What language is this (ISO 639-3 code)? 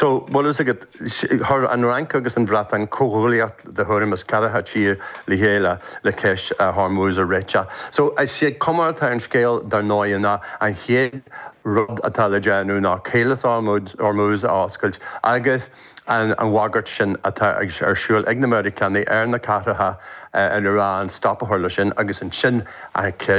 gle